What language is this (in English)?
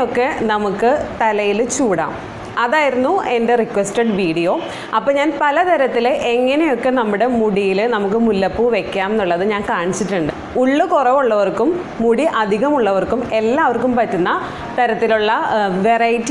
Malayalam